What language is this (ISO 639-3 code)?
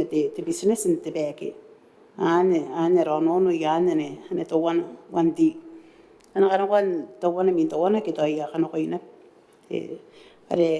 gil